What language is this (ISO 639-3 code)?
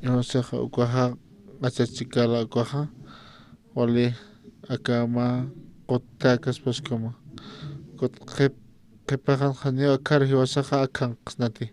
aym